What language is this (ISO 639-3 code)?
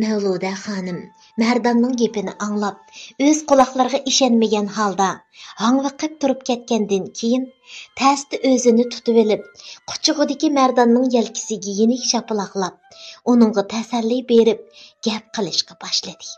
uig